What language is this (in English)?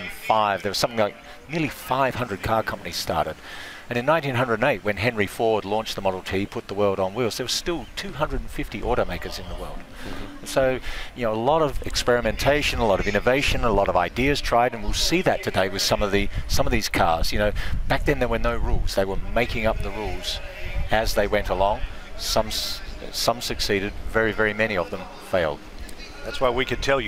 English